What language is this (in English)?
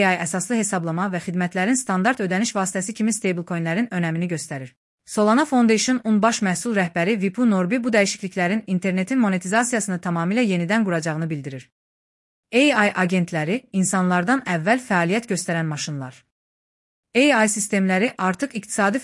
Azerbaijani